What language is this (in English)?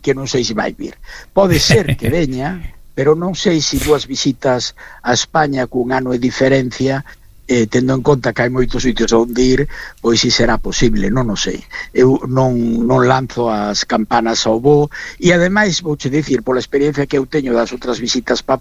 Galician